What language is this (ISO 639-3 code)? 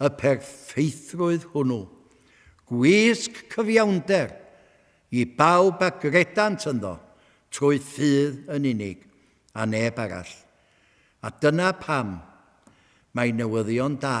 cym